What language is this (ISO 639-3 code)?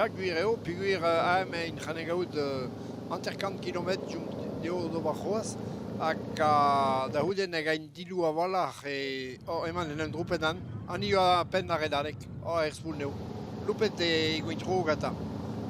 bre